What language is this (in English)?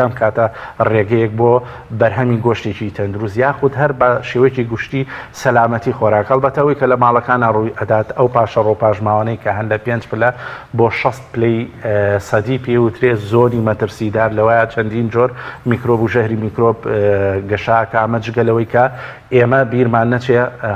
Central Kurdish